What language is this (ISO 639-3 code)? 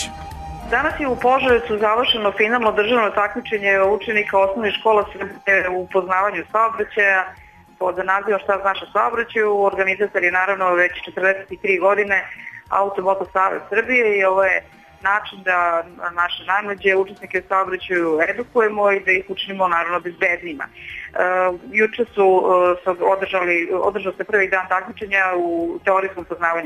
srp